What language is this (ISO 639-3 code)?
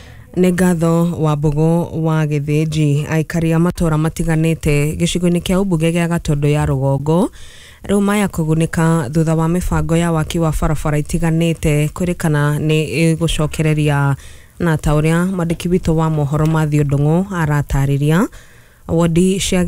kik